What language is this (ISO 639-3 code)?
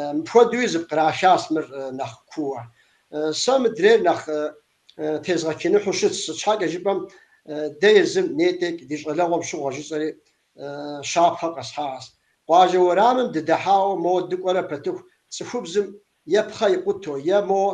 kbd